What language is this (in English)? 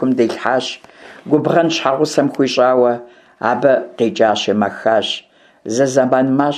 Kabardian